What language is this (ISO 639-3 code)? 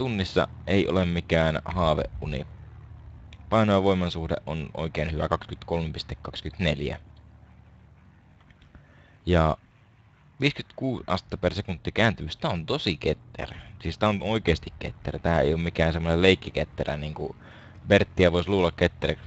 fin